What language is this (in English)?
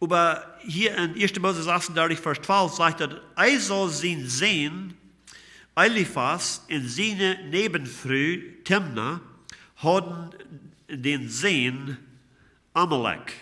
Plautdietsch